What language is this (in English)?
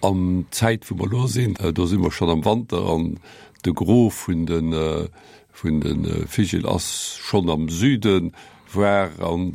Luxembourgish